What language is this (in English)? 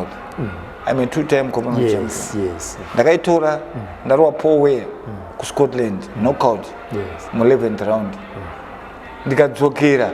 Shona